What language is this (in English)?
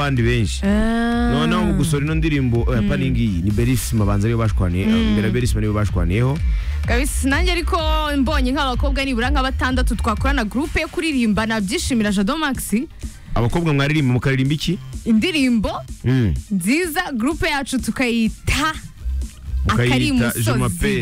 Kinyarwanda